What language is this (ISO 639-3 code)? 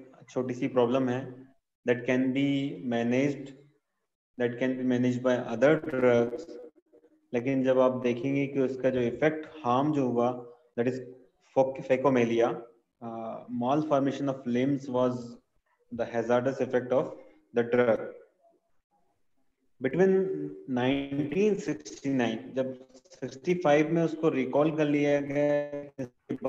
hin